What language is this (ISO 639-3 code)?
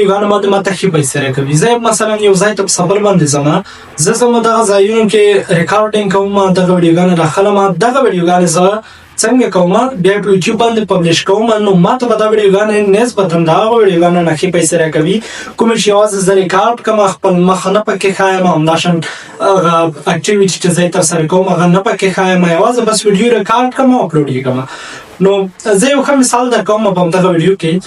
pus